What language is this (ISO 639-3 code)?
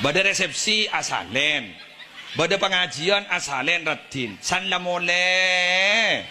mad